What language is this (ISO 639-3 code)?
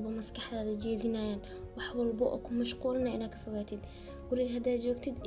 som